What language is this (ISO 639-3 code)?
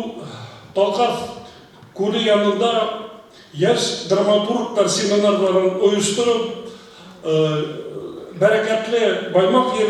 bak